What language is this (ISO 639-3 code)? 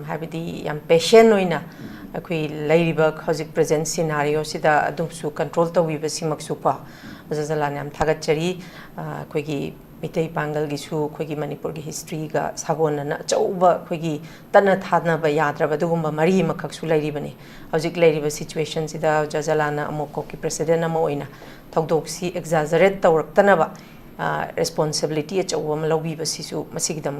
mni